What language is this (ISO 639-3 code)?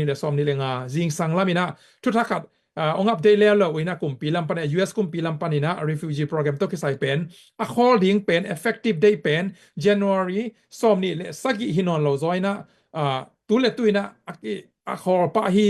ctd